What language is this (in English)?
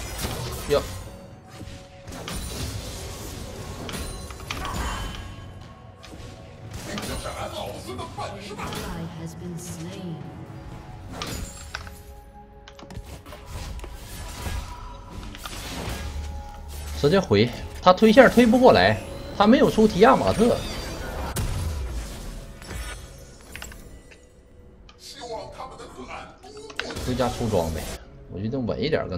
Chinese